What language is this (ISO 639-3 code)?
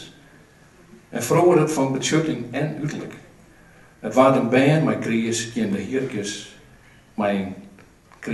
fry